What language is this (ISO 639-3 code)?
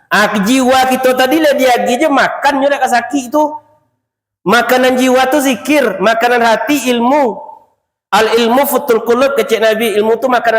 min